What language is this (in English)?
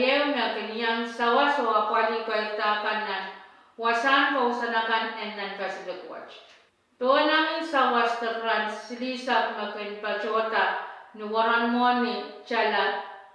Pohnpeian